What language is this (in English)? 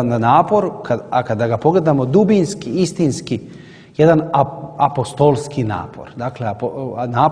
Serbian